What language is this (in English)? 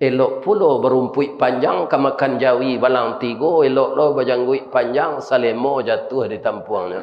Minangkabau